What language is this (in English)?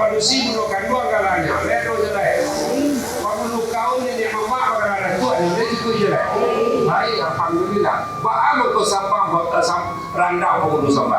Minangkabau